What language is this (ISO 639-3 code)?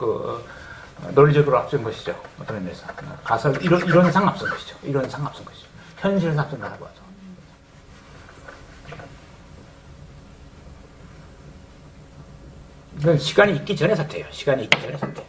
kor